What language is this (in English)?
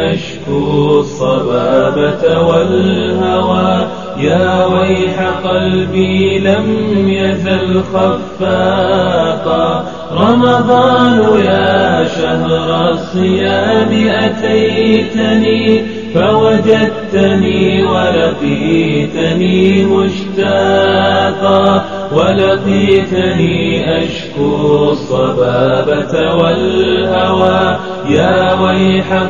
Bosnian